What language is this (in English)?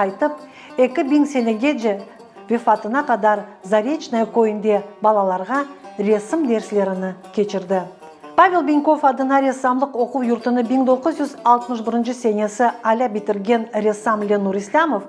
Crimean Tatar